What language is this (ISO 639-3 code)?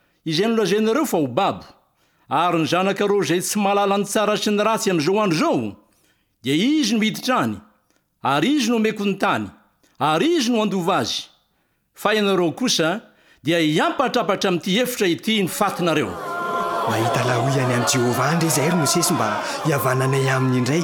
mlg